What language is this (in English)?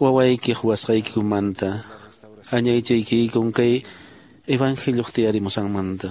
Quechua